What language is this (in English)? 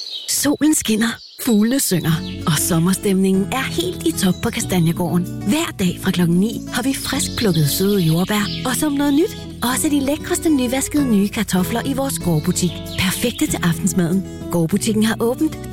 Danish